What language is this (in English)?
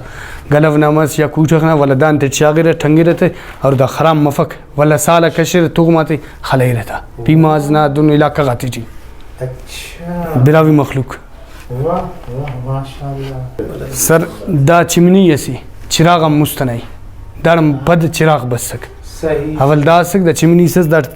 Brahui